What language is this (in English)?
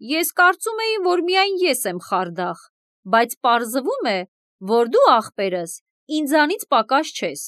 Armenian